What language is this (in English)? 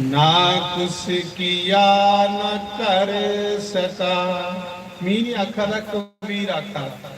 Dogri